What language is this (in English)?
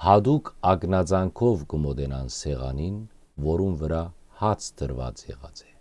Western Armenian